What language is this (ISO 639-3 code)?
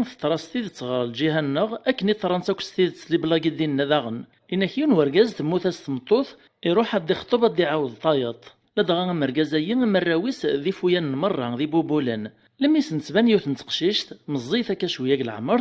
kab